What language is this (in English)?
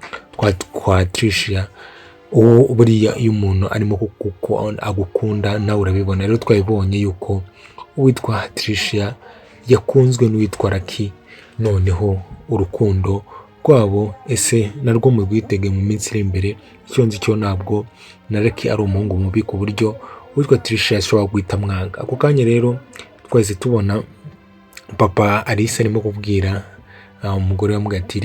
Kinyarwanda